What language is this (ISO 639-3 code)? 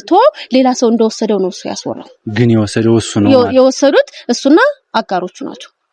amh